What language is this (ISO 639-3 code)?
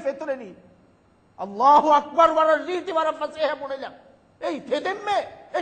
div